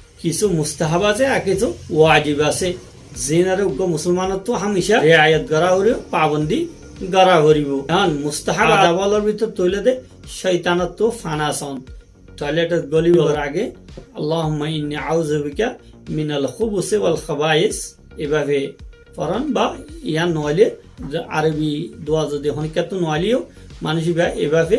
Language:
Rohingya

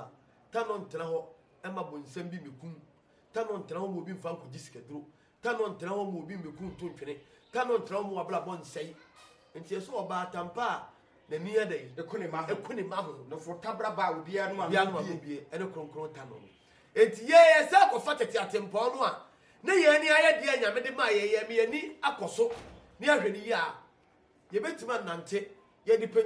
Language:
Akan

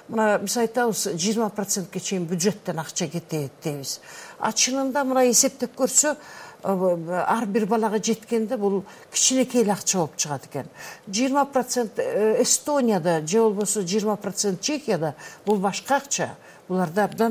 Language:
Kyrgyz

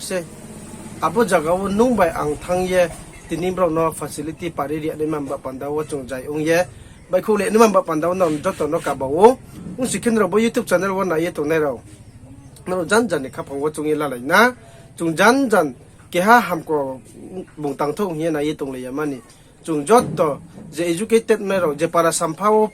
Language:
Riang (India)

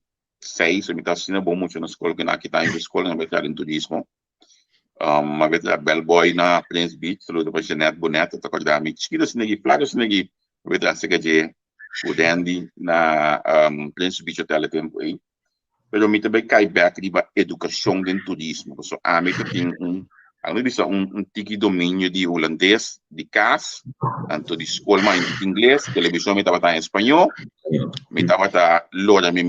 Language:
Papiamento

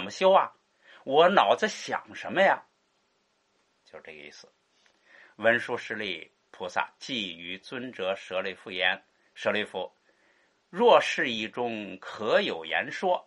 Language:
Chinese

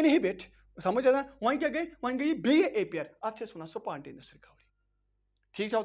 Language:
Kashmiri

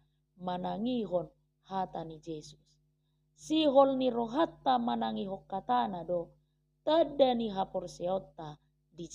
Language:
Batak Toba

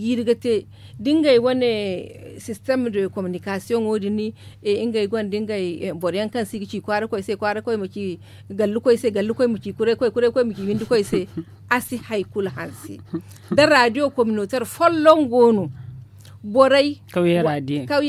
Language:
Zarma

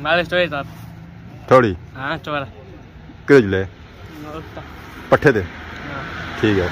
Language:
Pahari-Potwari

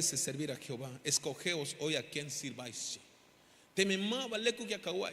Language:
Tzeltal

